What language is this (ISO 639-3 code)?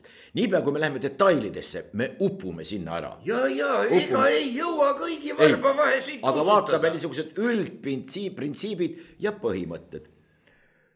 est